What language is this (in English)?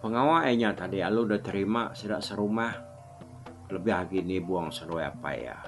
Iban